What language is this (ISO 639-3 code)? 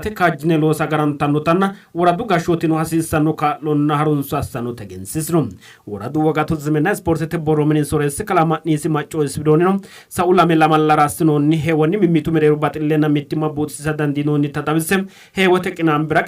sid